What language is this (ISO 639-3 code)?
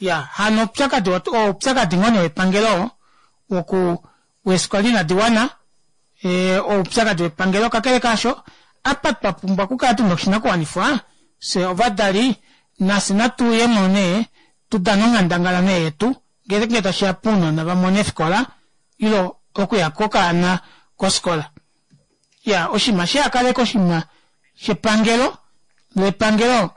kua